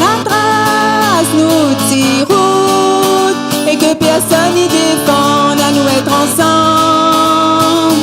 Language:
Réunion Creole French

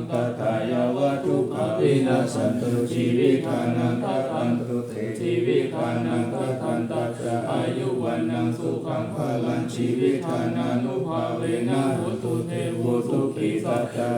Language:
Pali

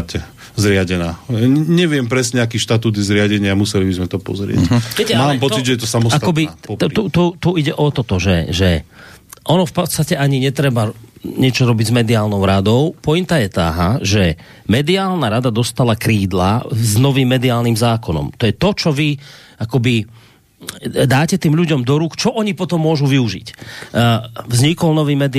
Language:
Slovak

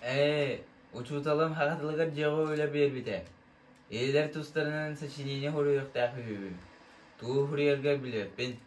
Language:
Yakut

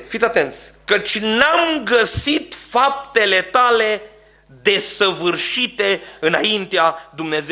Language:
Romanian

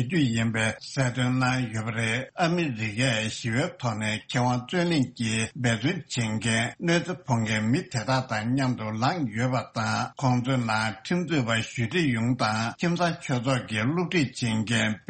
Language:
Tibetan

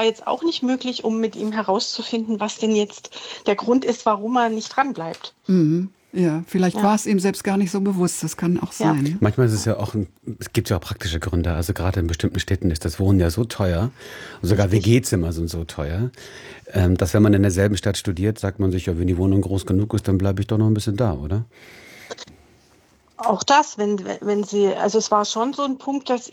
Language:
German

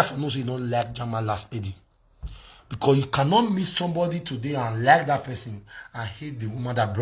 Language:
Nigerian Pidgin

